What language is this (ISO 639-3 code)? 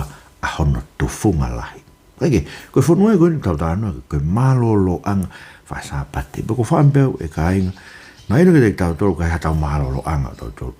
ton